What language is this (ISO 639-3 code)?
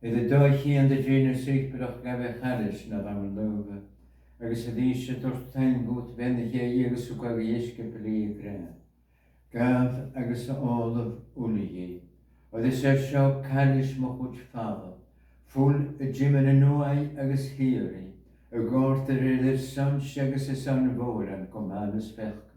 gla